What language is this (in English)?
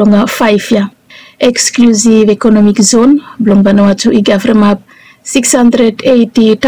Bislama